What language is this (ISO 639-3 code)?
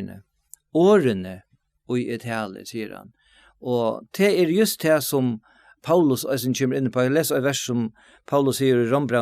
fao